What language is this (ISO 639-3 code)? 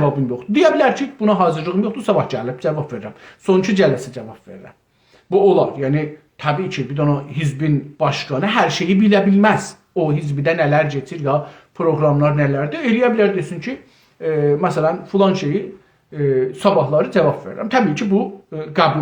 azb